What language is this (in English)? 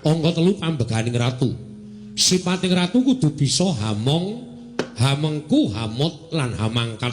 Javanese